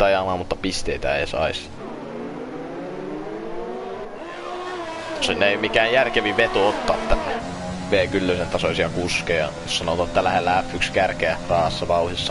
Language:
Finnish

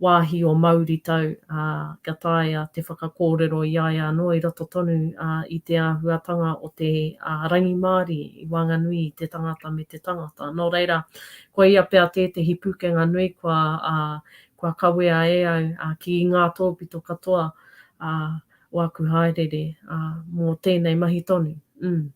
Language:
Māori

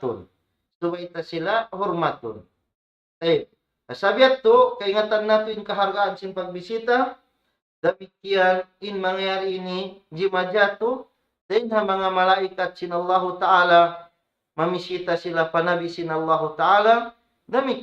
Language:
Tausug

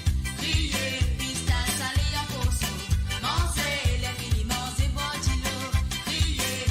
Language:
Morisyen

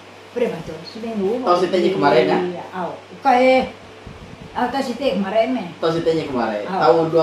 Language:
Iban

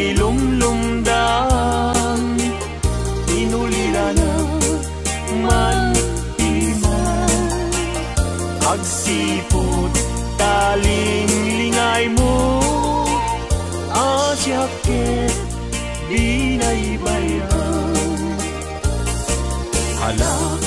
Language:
Iloko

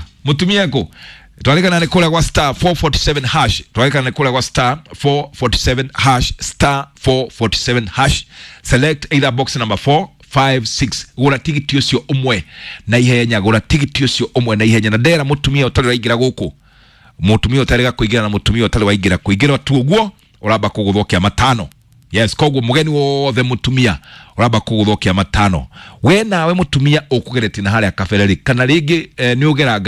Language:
Kikuyu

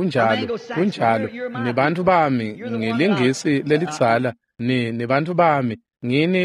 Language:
Swati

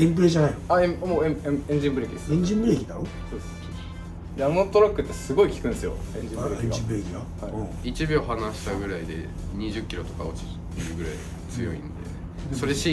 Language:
Japanese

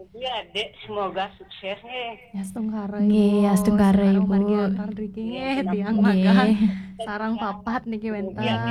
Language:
Balinese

